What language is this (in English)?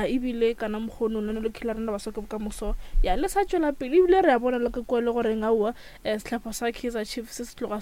Northern Sotho